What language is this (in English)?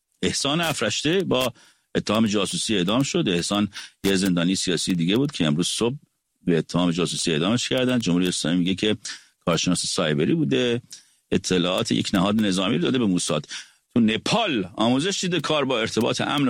Persian